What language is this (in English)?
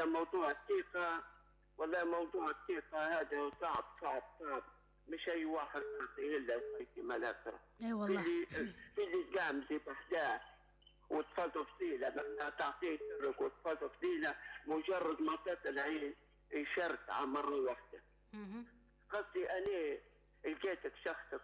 Arabic